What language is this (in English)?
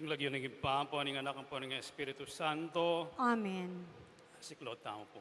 Pampanga